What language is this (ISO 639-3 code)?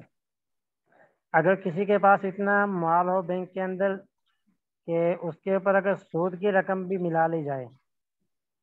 urd